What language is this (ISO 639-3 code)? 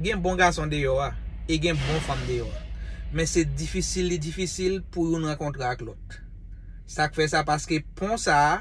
hat